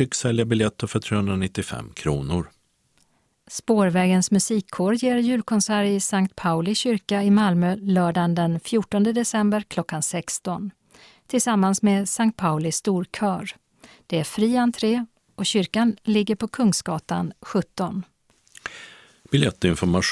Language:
Swedish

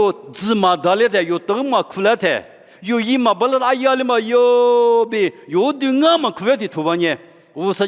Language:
Lisu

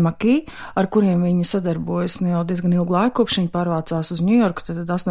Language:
Latvian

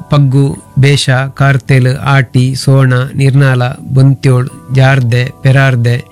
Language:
Tulu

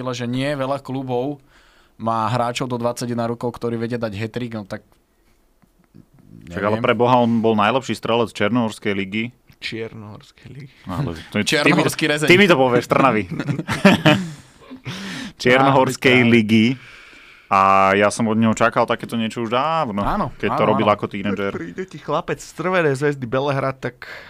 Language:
Slovak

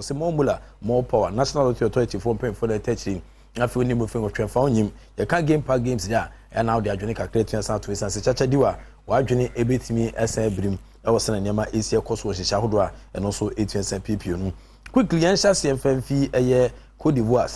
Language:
Akan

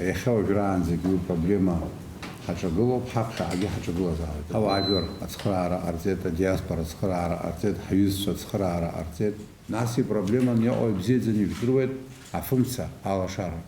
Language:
Abkhazian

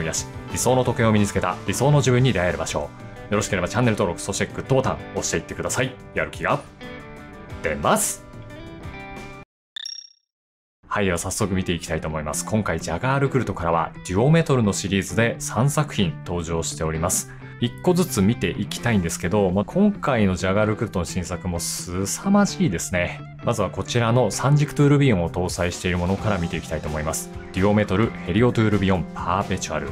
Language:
Japanese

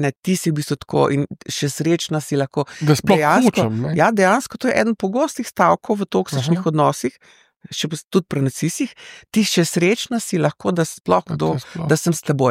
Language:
Slovenian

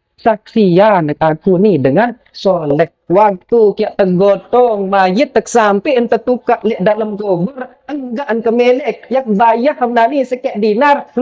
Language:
Sasak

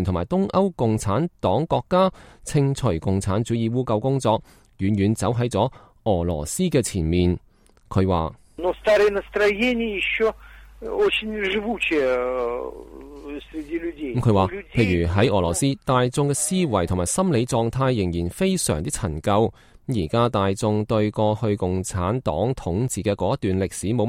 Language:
Cantonese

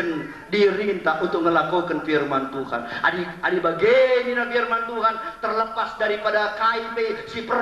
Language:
Batak Karo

